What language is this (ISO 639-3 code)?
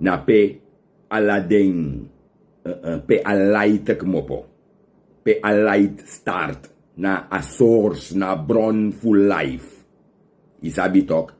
srn